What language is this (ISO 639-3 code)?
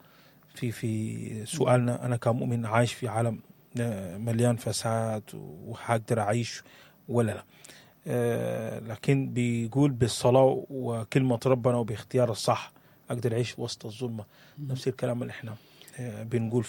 apd